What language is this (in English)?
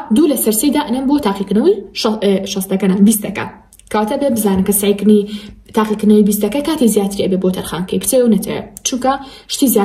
Central Kurdish